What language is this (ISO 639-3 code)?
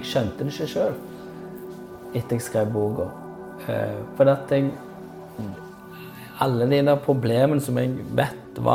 nor